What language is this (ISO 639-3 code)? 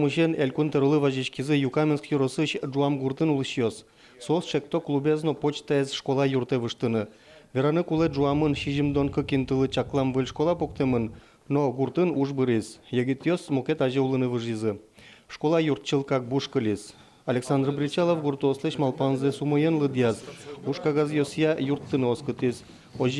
udm